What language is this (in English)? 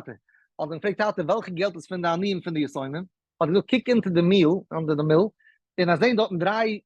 Yiddish